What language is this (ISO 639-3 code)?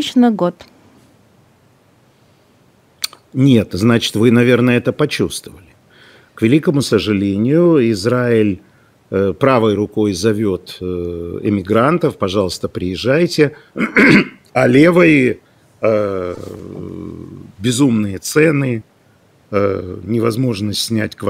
rus